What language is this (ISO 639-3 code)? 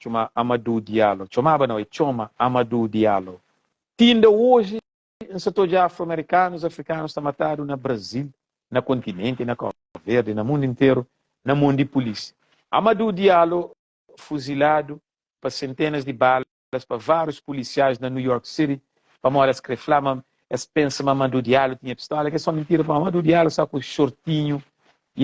kea